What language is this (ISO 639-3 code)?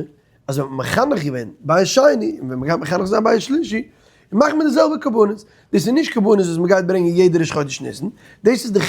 yid